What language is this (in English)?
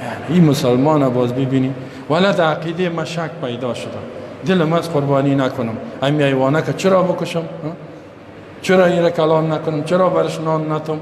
Persian